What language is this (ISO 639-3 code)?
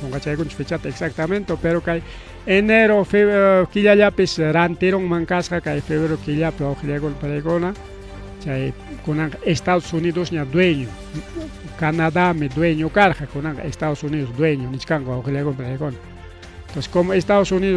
quy